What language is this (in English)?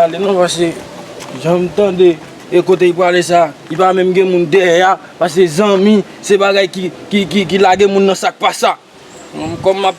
Haitian Creole